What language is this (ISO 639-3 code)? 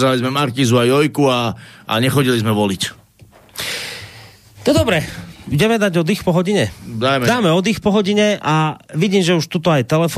slk